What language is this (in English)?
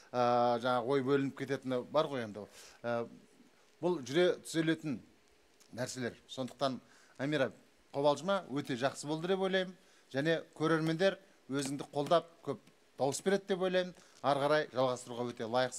Kazakh